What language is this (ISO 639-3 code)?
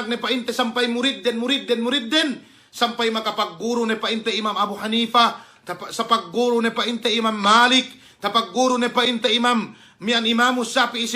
yka